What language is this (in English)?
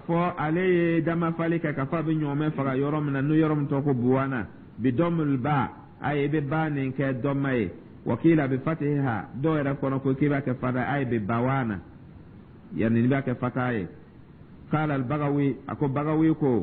Dyula